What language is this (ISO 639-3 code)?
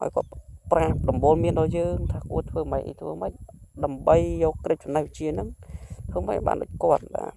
khm